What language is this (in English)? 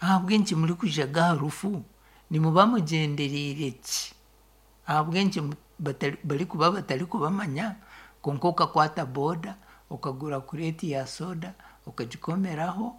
Nyankole